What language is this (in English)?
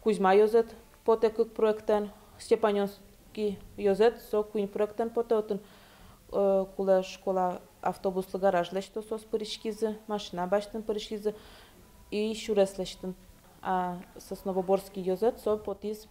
Udmurt